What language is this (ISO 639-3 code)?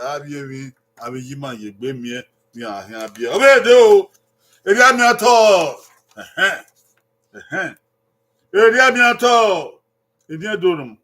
bin